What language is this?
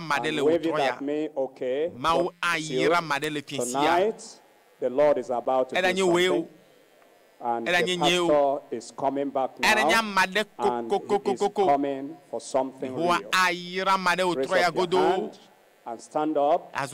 Ewe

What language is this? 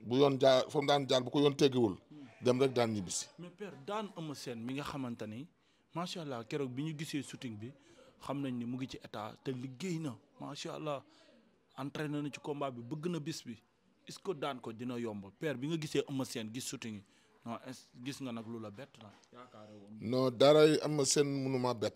Wolof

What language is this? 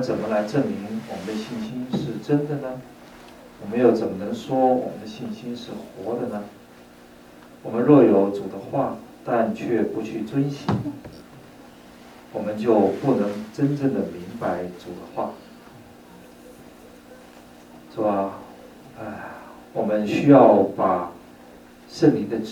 Chinese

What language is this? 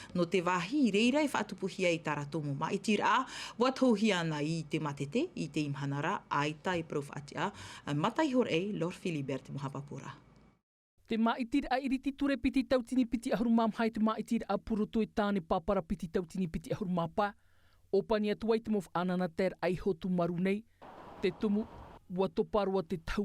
Tahitian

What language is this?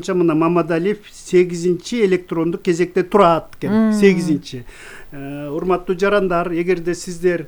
Kyrgyz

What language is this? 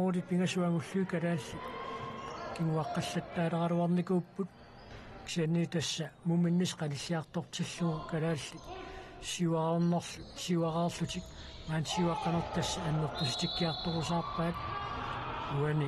Kalaallisut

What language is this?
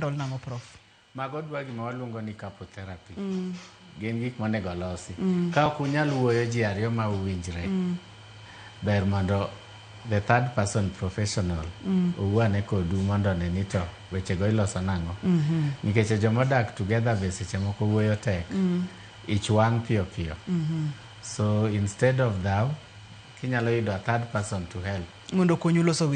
Luo (Kenya and Tanzania)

